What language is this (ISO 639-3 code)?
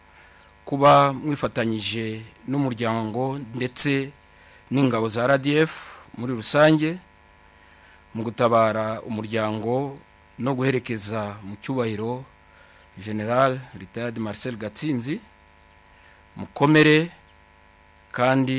kin